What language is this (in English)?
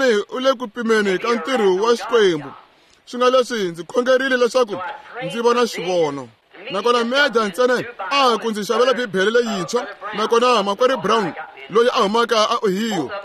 Tsonga